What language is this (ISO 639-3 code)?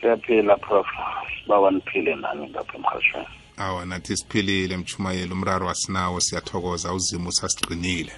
nbl